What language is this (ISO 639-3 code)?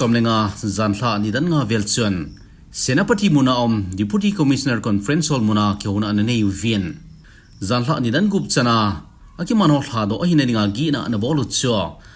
tcz